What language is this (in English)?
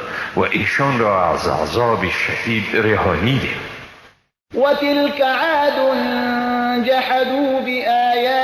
Persian